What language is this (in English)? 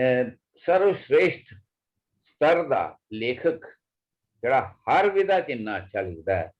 Dogri